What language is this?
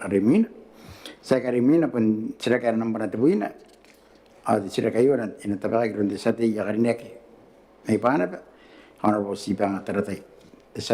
Gilbertese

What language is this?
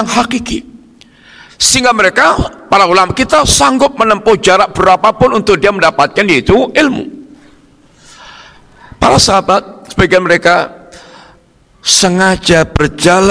Indonesian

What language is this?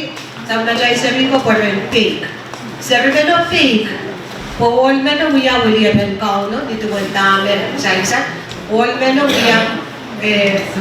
Pohnpeian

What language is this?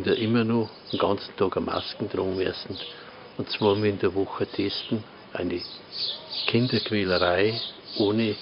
Bavarian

